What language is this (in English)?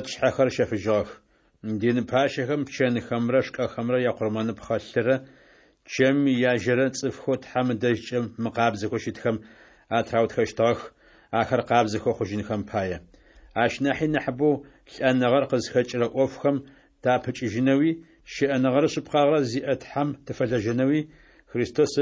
Adyghe